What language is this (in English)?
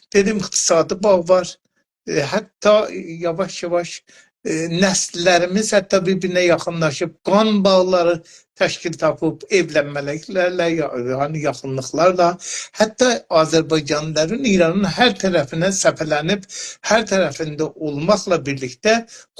South Azerbaijani